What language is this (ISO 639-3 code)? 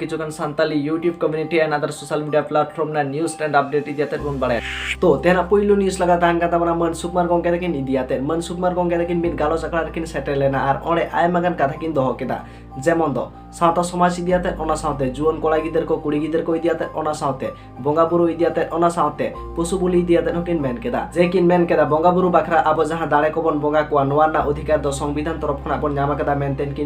sat